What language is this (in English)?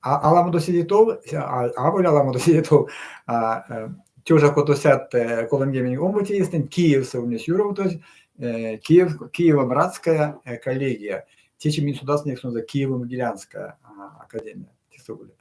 Erzya